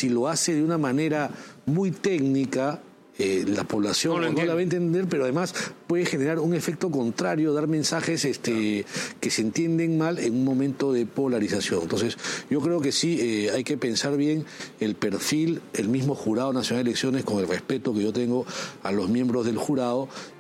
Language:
Spanish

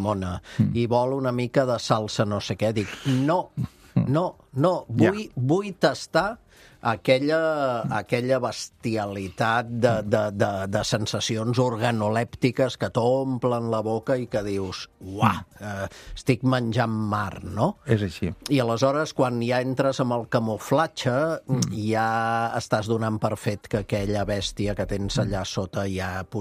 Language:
Catalan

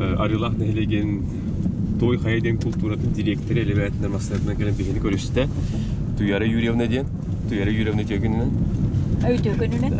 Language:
Yakut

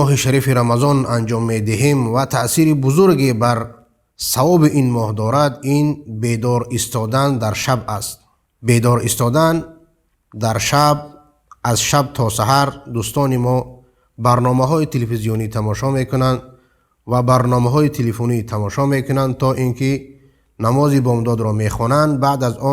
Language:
Persian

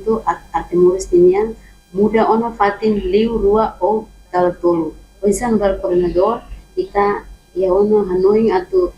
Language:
Tetum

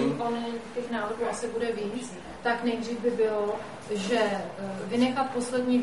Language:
Czech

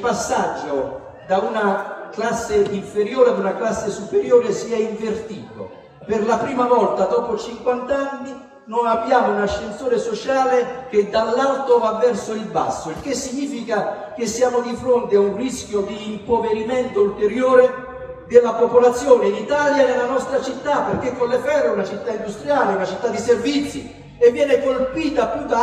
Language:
Italian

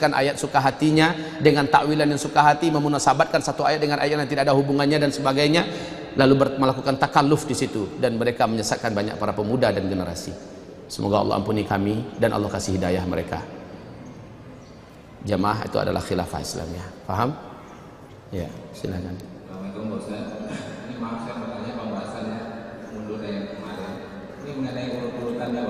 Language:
Indonesian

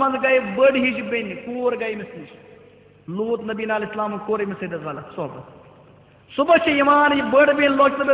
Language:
Kashmiri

